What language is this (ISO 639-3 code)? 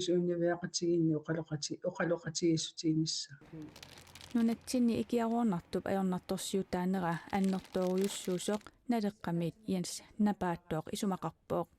kal